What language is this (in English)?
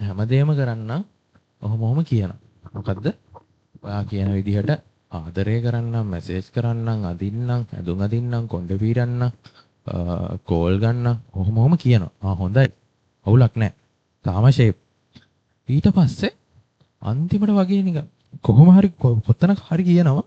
Sinhala